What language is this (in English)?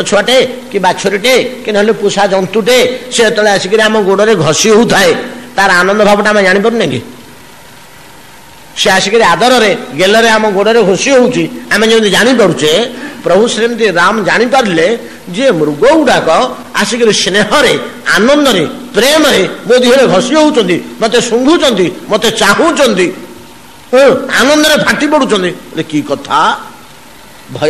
Odia